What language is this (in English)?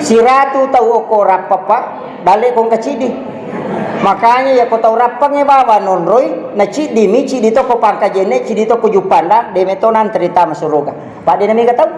Buginese